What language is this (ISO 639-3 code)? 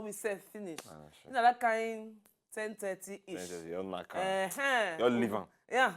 pcm